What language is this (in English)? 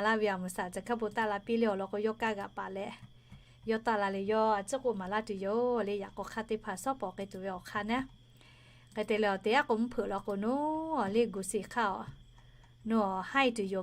Lahu